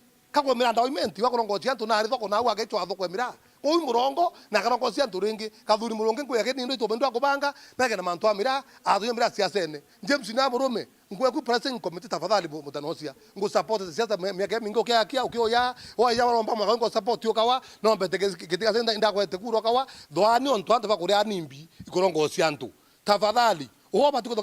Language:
Meru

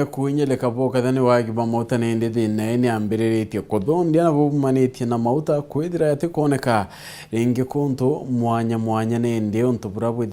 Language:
Meru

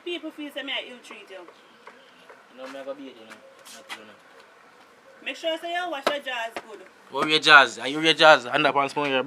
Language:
Jamaican Creole English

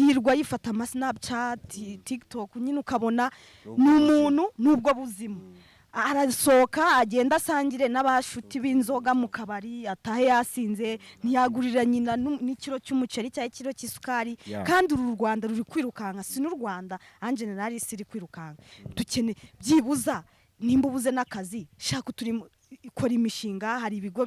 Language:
Kinyarwanda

